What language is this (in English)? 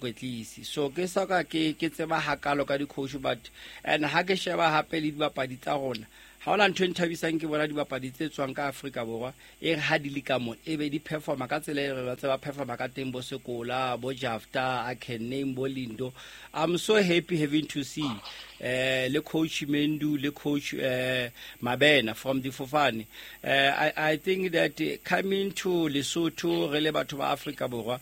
Southern Sotho